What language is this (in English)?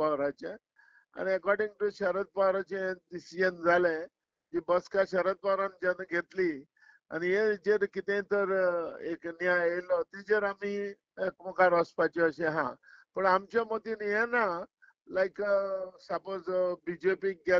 Konkani